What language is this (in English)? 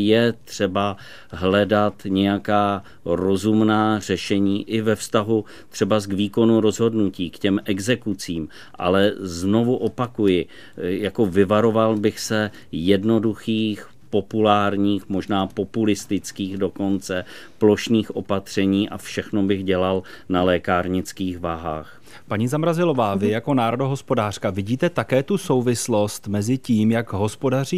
Czech